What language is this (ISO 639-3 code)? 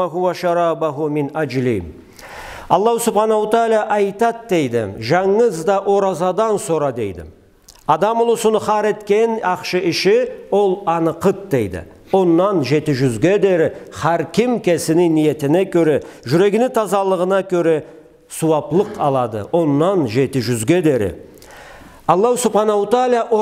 krc